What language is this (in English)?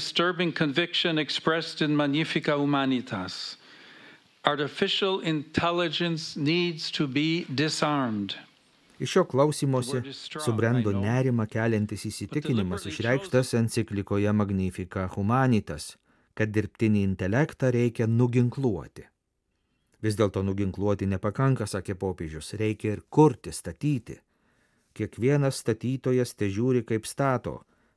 Lithuanian